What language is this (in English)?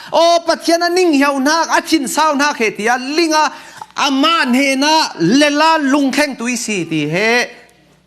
Falam Chin